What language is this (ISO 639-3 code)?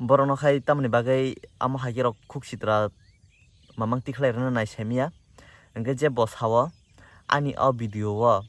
trp